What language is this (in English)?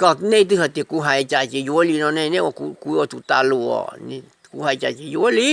Hmong